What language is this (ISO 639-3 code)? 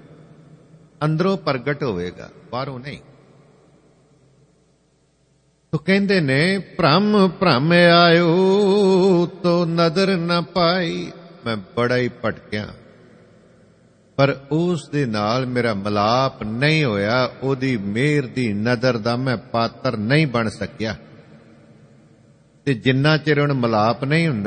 pan